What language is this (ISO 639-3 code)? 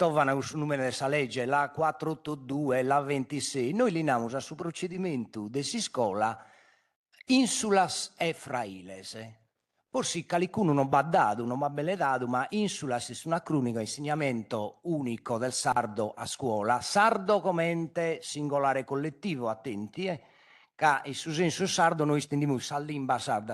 srd